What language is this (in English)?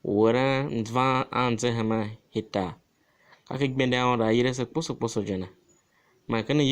Tiv